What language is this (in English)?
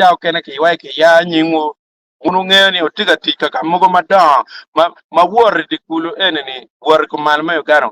Acoli